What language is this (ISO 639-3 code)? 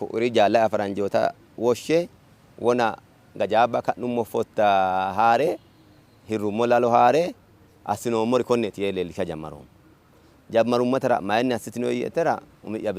sid